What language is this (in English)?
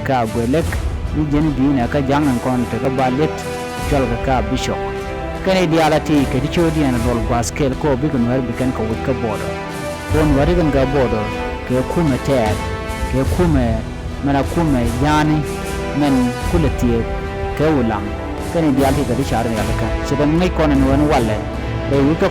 Nuer